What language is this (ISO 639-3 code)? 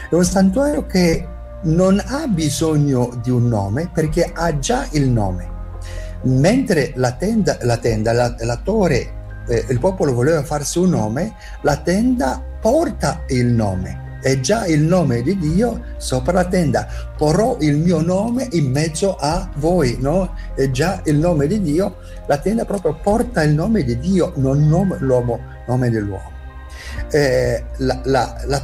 ita